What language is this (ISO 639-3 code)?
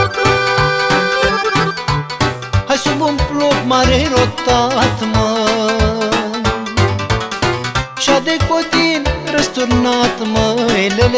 ron